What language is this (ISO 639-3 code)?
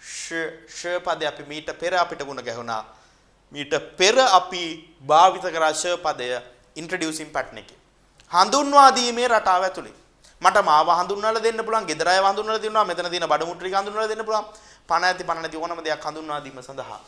sin